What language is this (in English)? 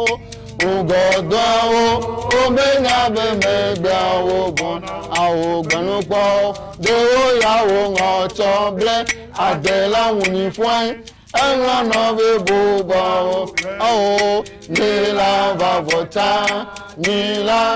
Ewe